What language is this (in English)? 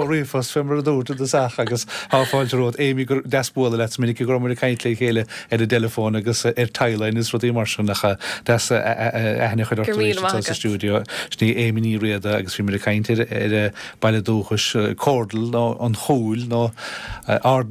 Irish